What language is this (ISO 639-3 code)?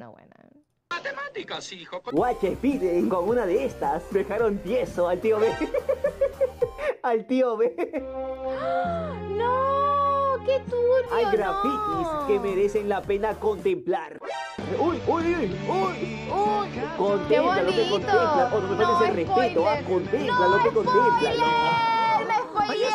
spa